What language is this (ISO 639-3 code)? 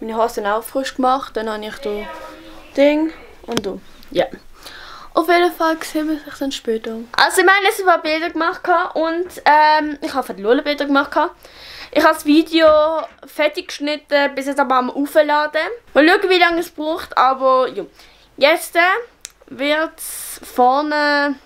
gsw